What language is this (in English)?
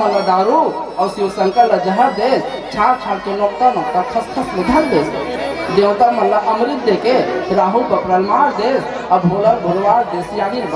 Chhattisgarhi